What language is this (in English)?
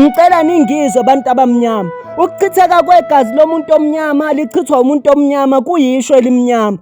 Zulu